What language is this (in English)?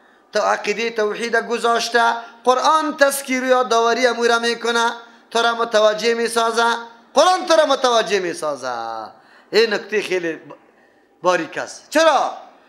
Persian